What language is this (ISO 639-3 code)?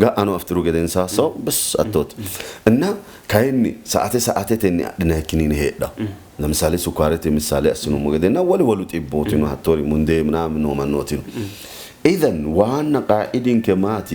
sid